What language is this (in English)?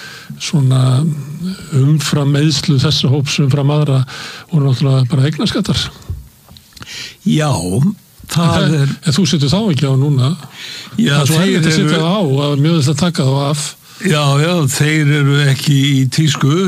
Icelandic